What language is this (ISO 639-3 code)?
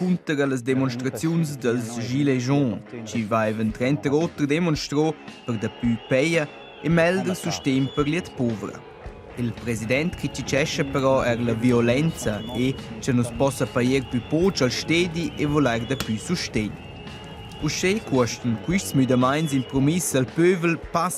roh